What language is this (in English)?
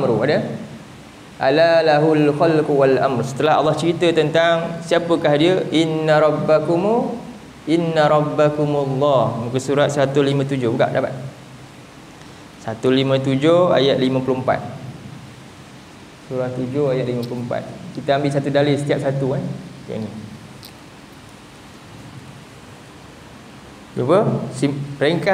Malay